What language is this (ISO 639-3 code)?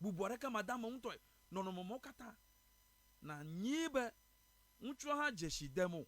ewe